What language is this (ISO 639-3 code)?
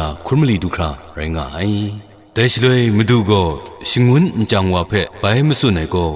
kac